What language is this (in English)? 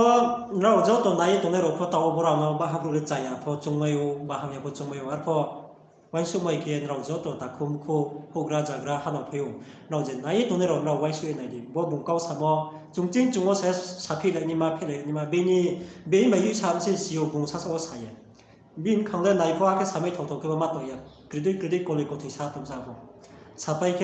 Riang (India)